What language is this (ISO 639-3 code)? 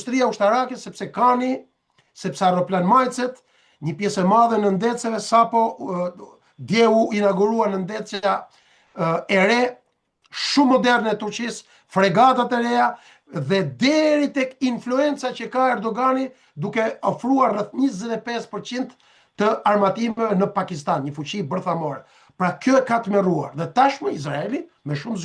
sqi